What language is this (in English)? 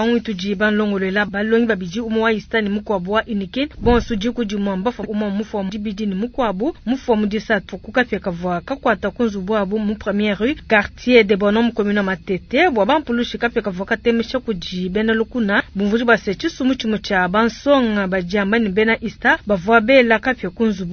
Luba-Lulua